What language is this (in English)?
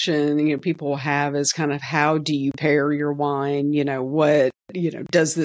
English